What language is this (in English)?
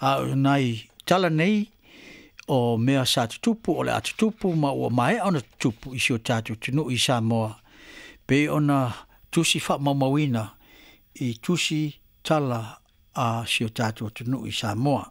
Samoan